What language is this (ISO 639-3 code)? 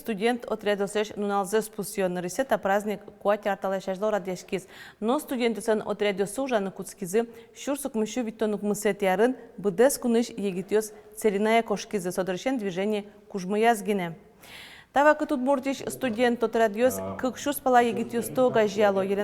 udm